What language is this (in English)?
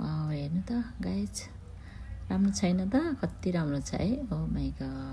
Nepali